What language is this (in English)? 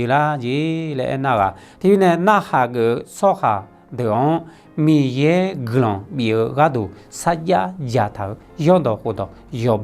Akha